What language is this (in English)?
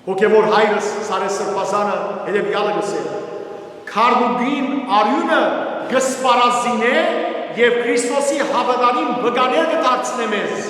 Western Armenian